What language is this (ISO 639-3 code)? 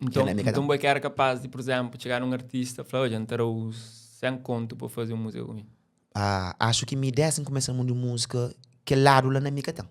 kea